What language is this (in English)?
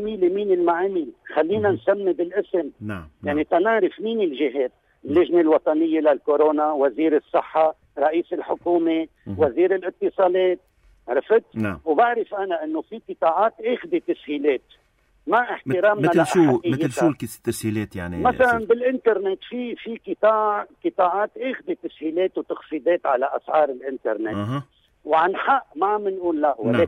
North Levantine Arabic